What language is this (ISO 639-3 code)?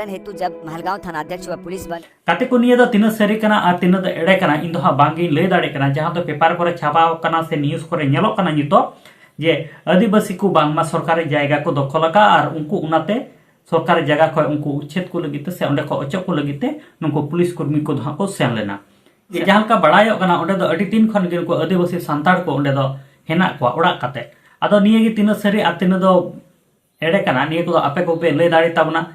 sat